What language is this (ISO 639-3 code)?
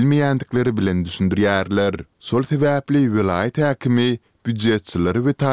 tuk